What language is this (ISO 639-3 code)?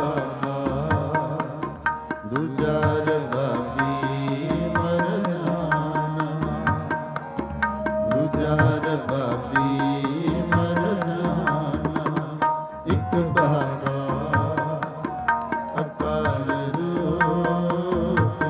pan